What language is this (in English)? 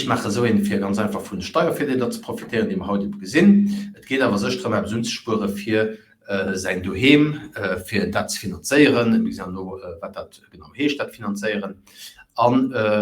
Luxembourgish